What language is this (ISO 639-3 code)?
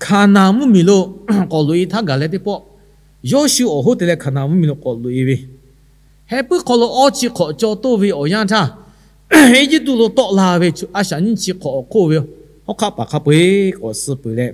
lhu